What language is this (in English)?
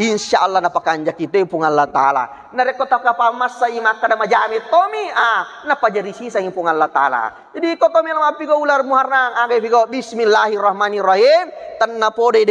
Buginese